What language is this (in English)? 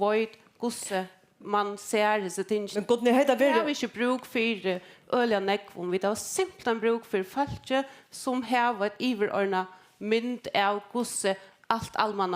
Faroese